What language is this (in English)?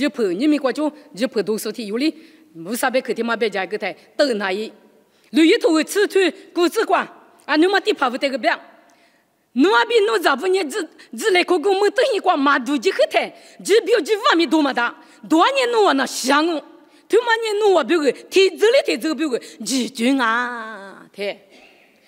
Lisu